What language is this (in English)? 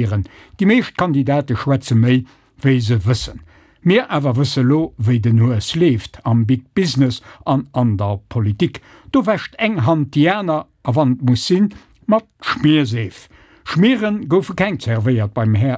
Luxembourgish